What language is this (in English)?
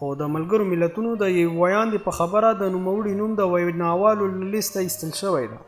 Pashto